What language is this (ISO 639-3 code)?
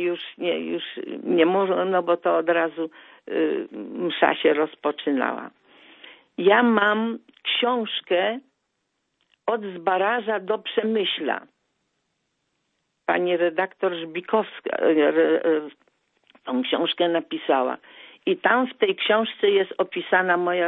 pol